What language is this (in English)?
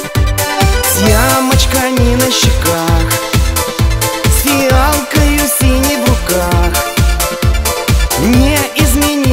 Russian